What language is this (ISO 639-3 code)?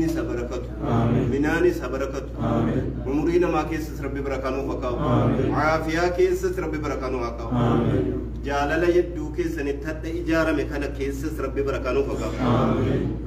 orm